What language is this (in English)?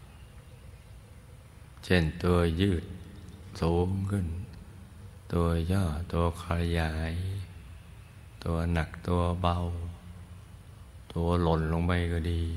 Thai